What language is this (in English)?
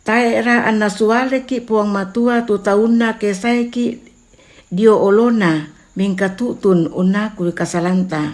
Toraja-Sa'dan